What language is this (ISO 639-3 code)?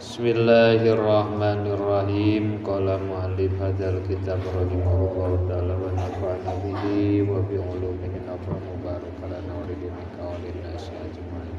sun